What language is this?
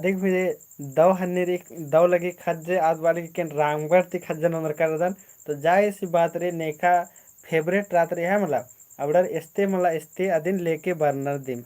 Kurukh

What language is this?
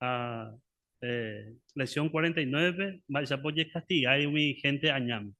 Guarani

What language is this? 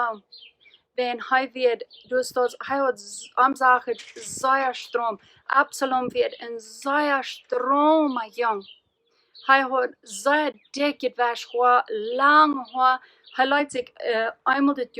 Plautdietsch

